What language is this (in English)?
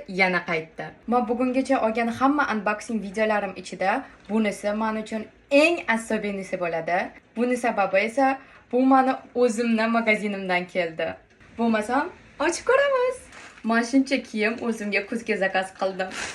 Uzbek